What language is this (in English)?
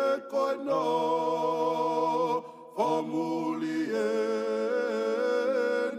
Tongan